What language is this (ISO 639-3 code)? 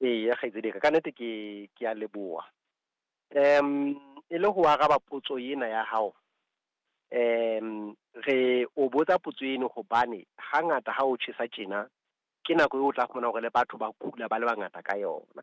sot